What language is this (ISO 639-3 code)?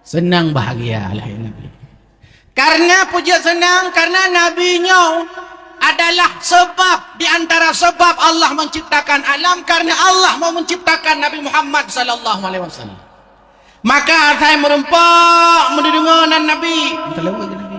ace